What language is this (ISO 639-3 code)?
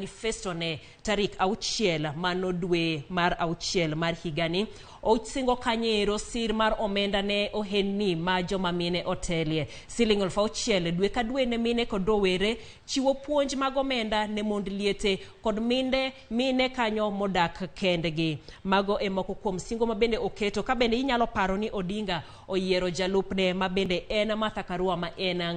luo